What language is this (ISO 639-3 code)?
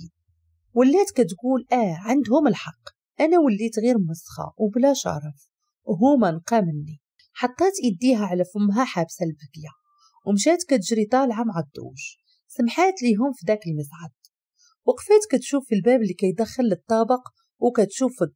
ary